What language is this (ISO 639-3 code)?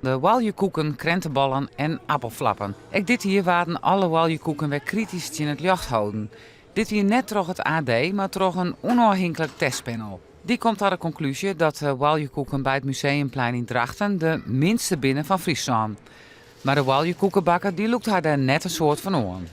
fry